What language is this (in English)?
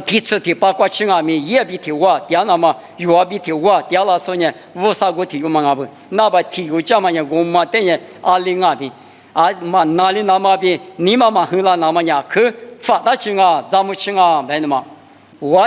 Lisu